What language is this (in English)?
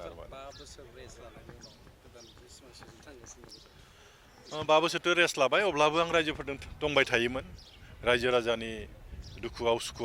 Bodo